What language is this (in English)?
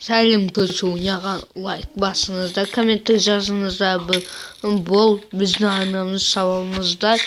Kazakh